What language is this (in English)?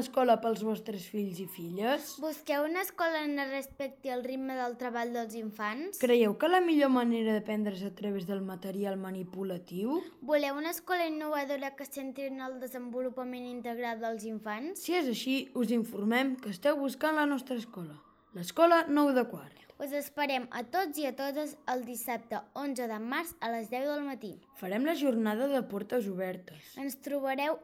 Catalan